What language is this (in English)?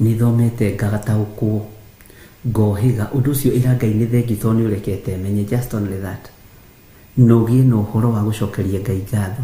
Kikuyu